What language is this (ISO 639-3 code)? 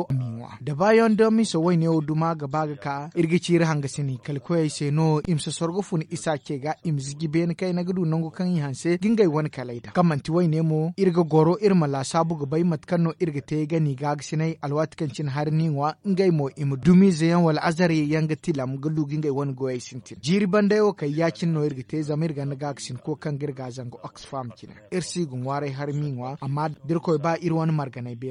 dje